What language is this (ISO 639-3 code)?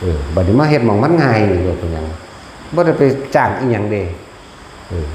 tts